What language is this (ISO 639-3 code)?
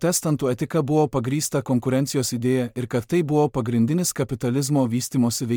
lit